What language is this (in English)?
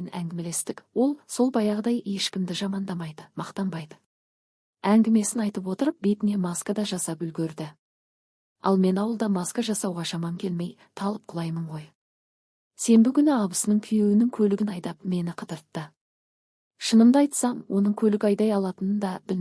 Kazakh